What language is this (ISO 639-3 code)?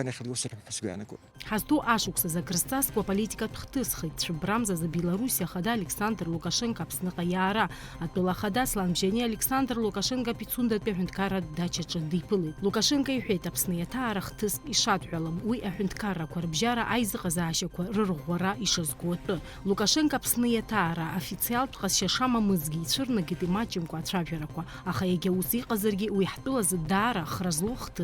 abk